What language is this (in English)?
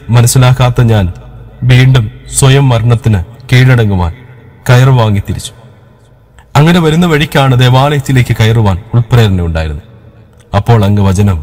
Malayalam